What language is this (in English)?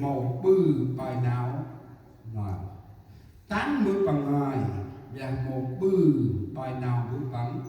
Central Mnong